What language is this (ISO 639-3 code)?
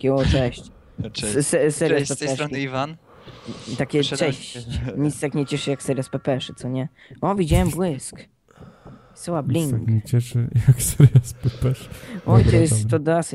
pol